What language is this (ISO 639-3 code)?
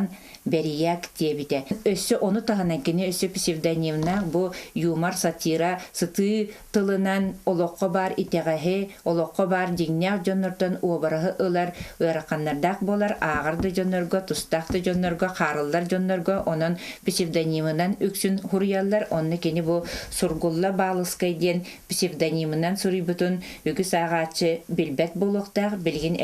sah